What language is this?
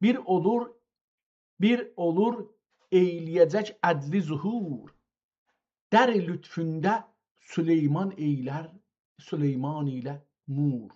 South Azerbaijani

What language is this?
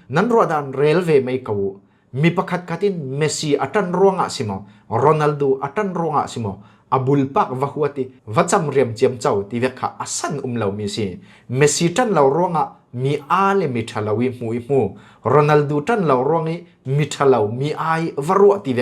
Falam Chin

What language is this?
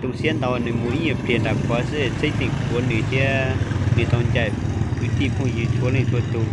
Hmong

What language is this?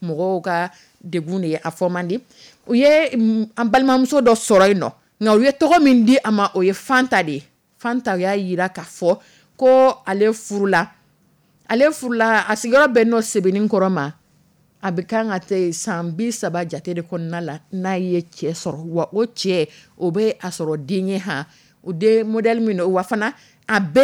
Dyula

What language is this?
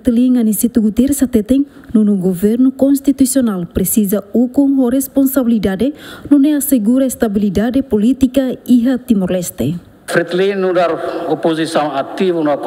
Tetum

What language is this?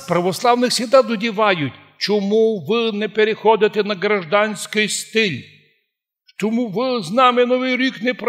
Rusyn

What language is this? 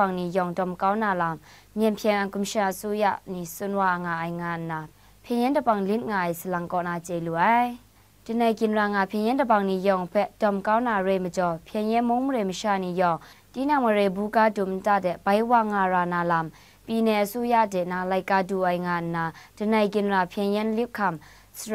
Kachin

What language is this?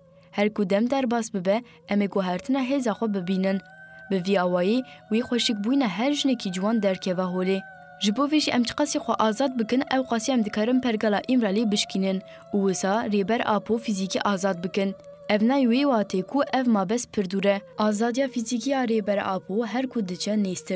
Kurdish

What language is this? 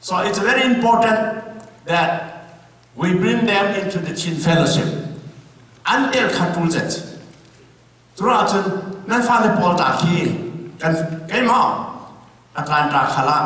Hakha Chin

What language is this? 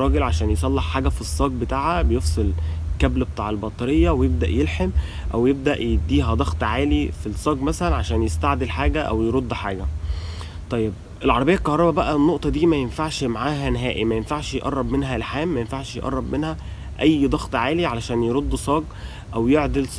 Egyptian Arabic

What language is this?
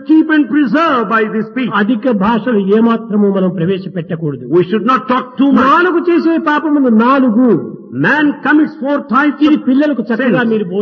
Telugu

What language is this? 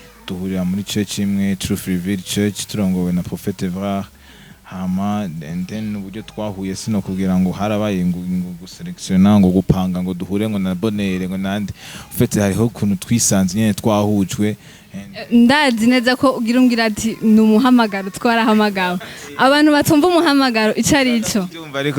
Rundi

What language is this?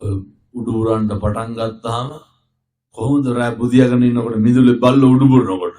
Sinhala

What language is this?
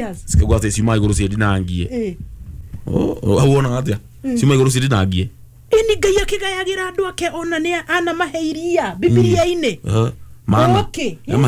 Kikuyu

